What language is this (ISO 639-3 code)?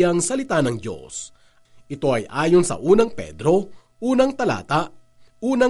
fil